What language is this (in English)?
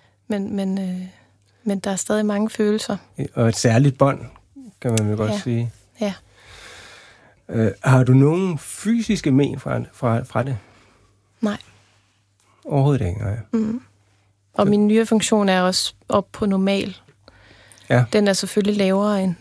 Danish